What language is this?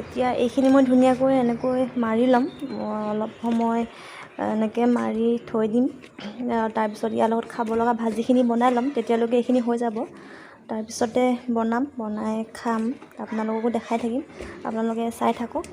Assamese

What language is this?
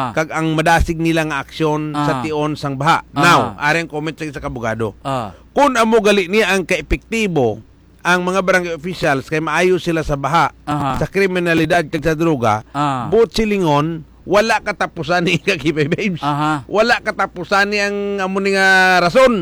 Hiligaynon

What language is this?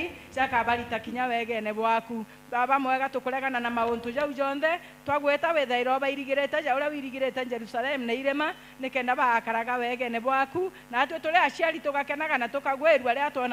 Meru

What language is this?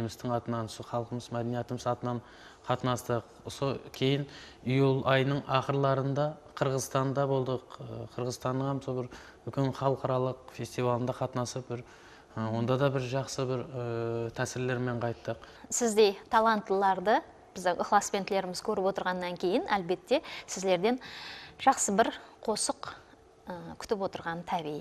Kara-Kalpak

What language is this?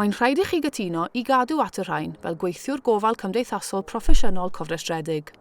Welsh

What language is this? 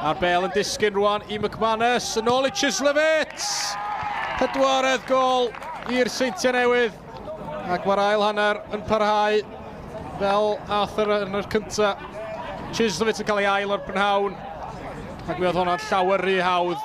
Welsh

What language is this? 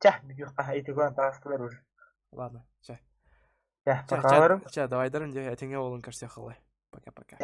Yakut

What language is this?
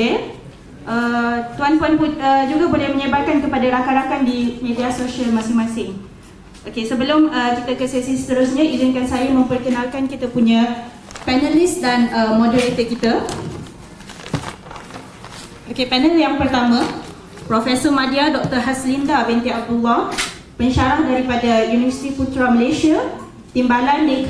Malay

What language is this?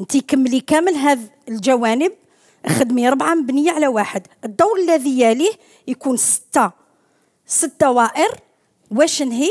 Algerian Arabic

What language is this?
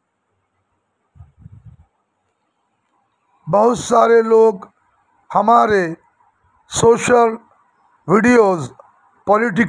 Hindi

